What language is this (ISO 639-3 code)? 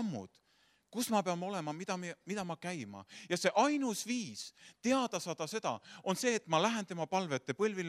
est